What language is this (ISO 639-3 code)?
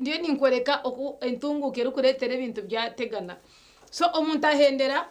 nyn